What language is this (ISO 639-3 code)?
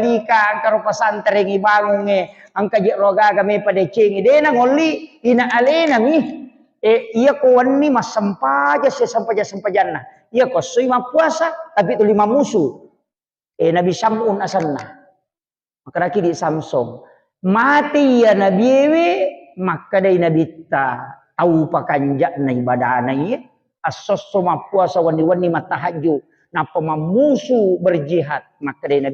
bug